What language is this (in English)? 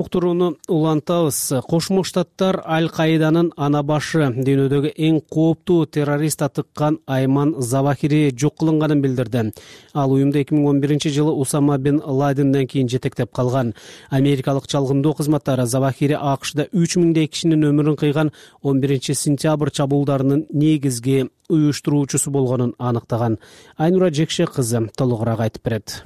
Kyrgyz